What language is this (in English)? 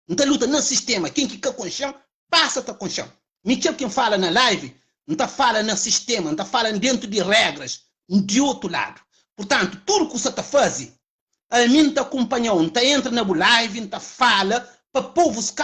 Kabuverdianu